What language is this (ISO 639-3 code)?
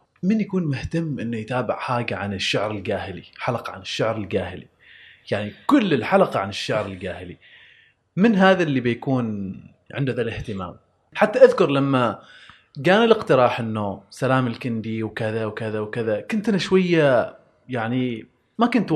afb